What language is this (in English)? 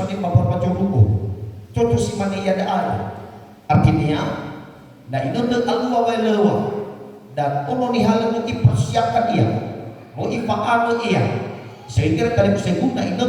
Nias